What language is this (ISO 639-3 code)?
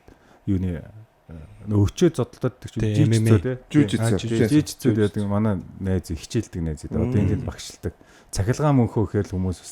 mon